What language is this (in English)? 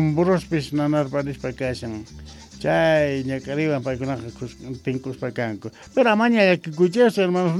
Quechua